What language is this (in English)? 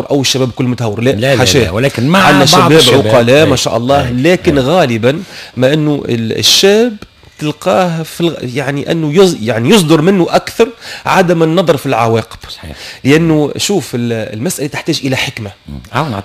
Tunisian Arabic